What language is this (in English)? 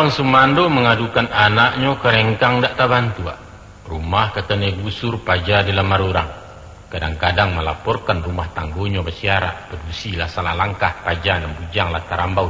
Minangkabau